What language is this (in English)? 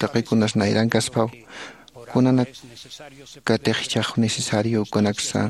Aymara